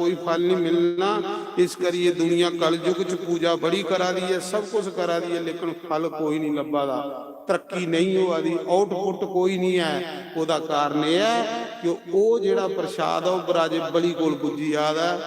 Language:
Dogri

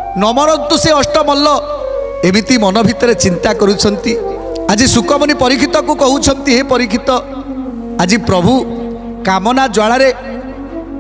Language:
Odia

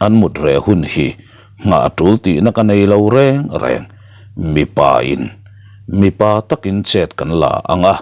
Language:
Mizo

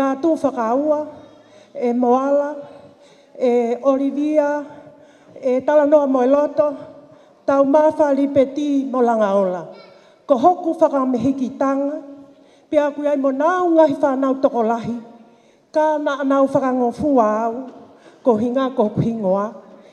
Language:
Tongan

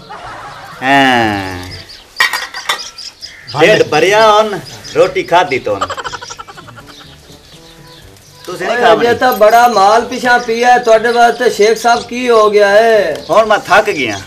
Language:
Punjabi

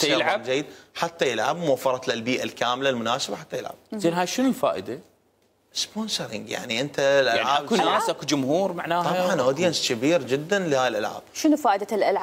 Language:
Mesopotamian Arabic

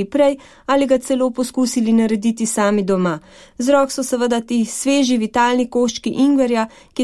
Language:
Slovenian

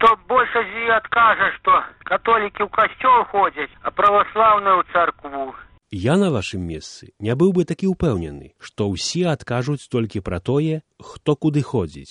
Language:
Belarusian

